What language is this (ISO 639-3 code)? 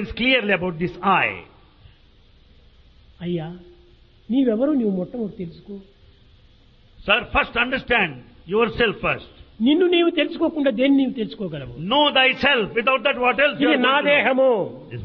tel